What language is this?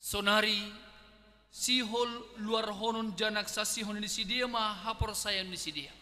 Batak Simalungun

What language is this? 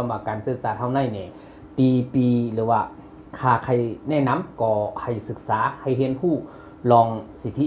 Shan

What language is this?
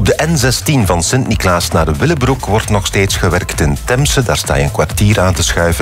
Dutch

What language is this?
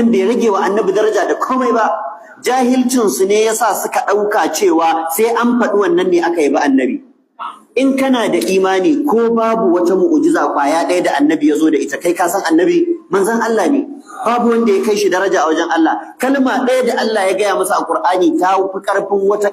Hausa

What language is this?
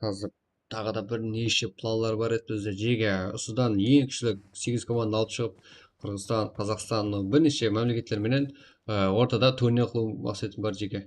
Kara-Kalpak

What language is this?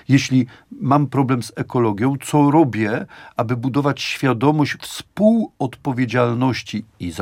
Polish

